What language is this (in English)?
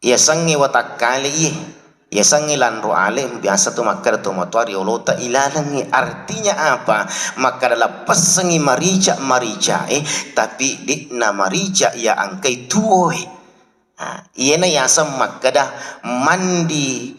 Buginese